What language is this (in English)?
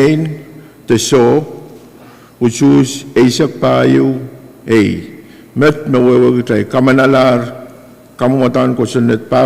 Pohnpeian